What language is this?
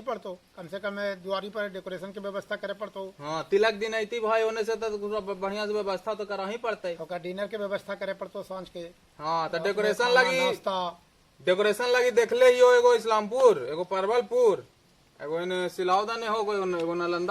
Magahi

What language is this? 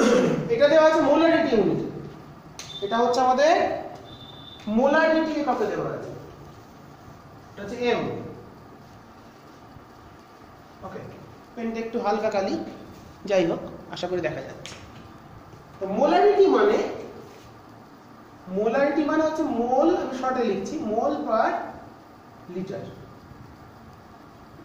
Bangla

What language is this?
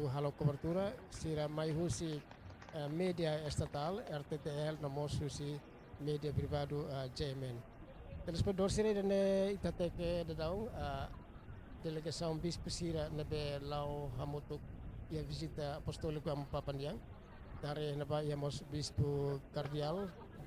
Tetum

